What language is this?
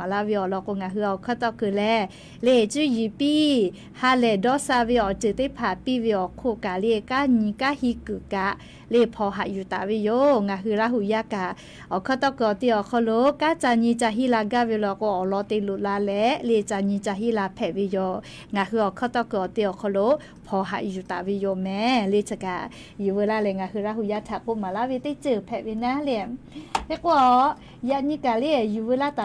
Lahu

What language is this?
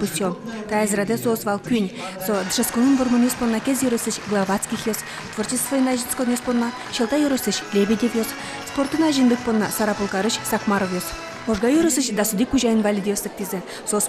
Udmurt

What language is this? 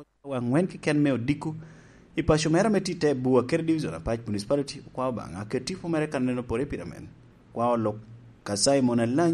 Lango (Uganda)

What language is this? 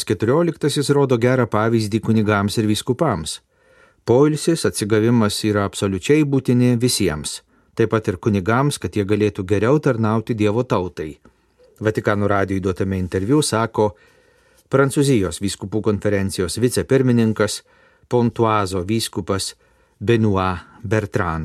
Lithuanian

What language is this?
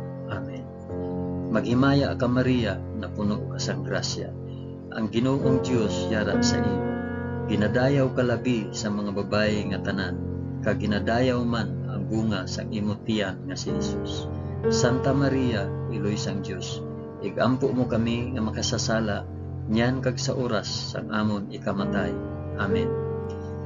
Hiligaynon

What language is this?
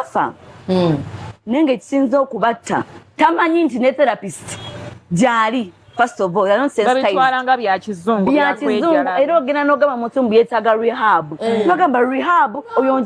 Ganda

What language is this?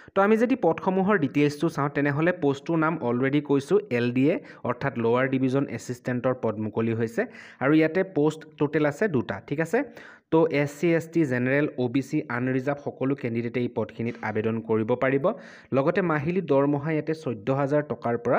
Assamese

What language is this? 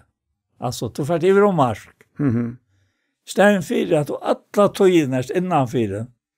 Faroese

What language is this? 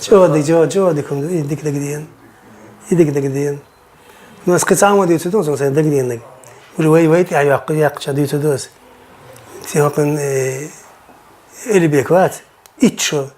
Chechen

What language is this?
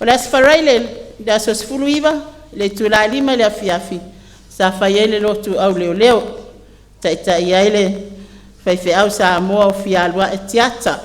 Samoan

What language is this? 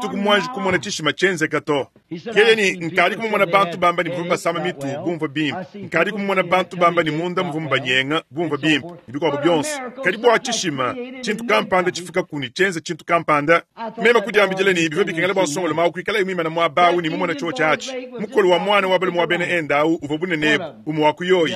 Luba-Lulua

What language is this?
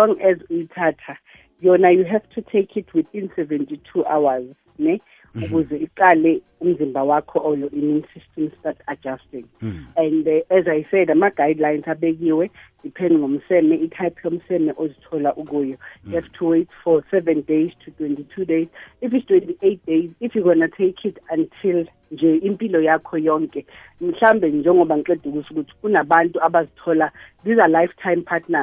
South Ndebele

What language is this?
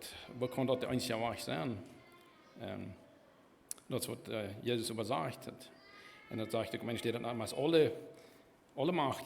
Plautdietsch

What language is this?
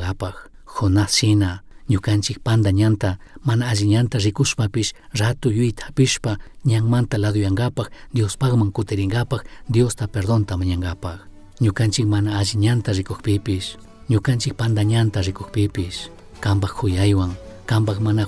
Chimborazo Highland Quichua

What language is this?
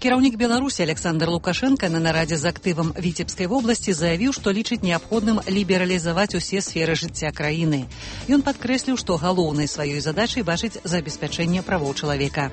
Belarusian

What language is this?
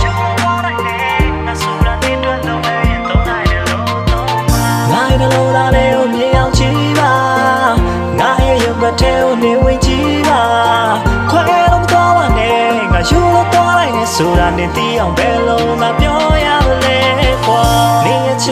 Burmese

